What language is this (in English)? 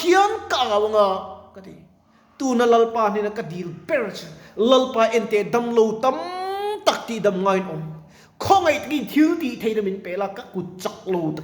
Mizo